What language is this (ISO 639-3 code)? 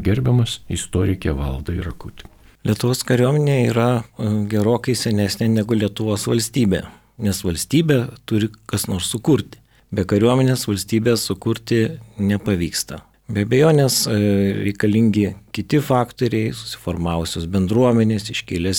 lit